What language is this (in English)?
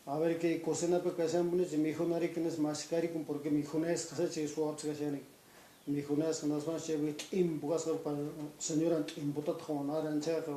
Quechua